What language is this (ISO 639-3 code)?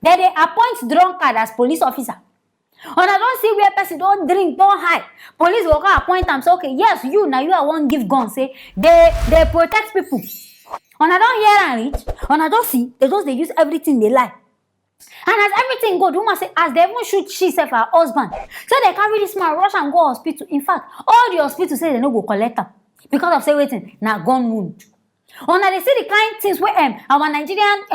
pcm